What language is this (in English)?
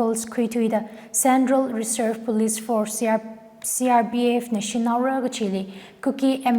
Tangkhul Naga (India)